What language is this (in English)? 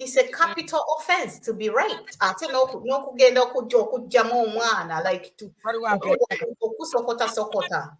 Ganda